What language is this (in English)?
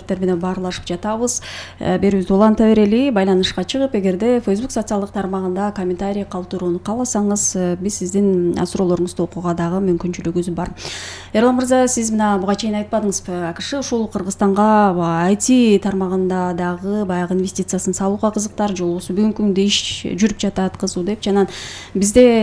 Kyrgyz